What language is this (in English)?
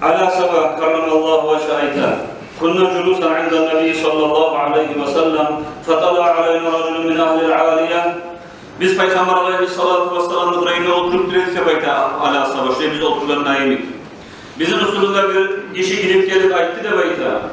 Kumyk